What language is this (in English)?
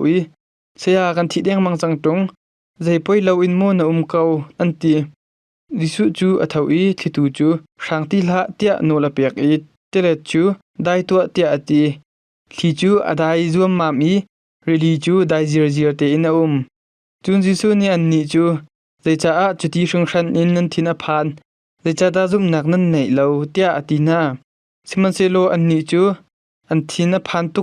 Hakha Chin